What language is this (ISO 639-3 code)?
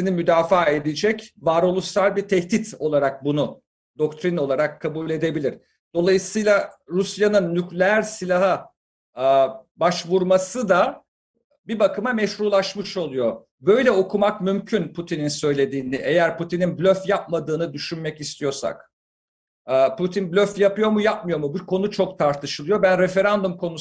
tur